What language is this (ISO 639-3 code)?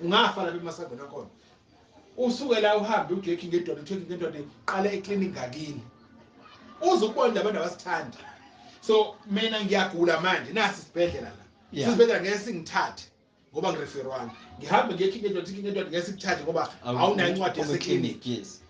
zul